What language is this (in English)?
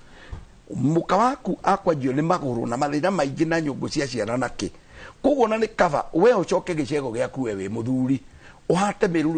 Kikuyu